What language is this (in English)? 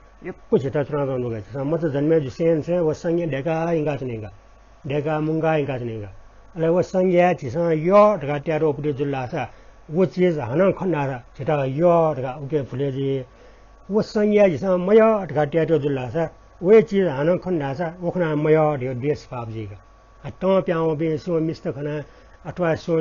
Newari